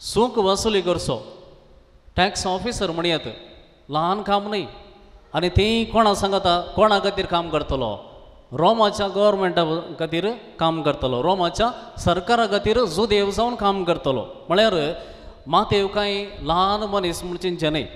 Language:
Konkani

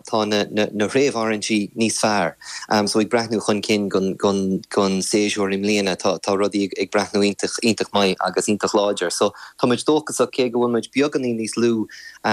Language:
Irish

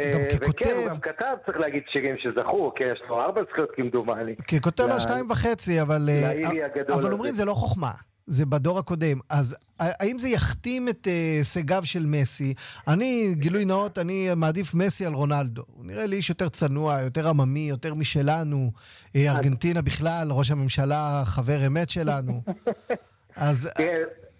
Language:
Hebrew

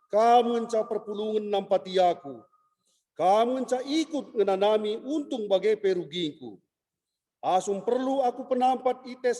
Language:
Batak Karo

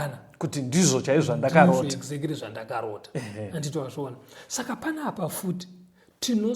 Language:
Shona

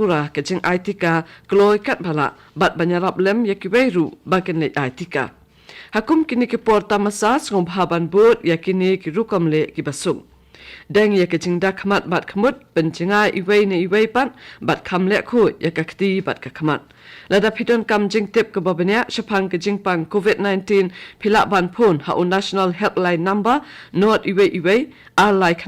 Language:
Khasi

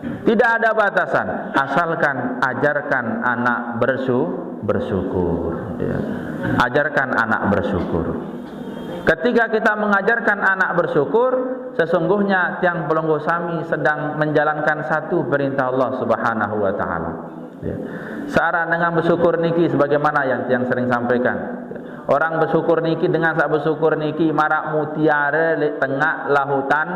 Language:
Sasak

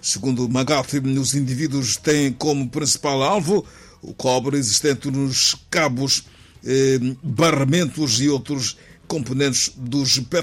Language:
Portuguese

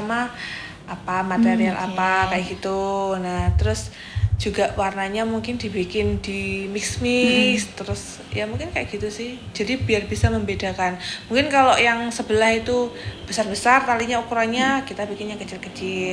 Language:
Indonesian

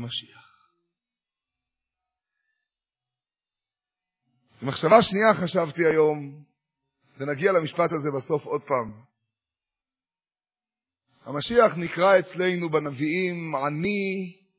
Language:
Hebrew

